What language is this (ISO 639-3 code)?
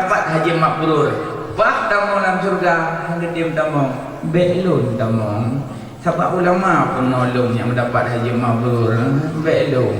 ace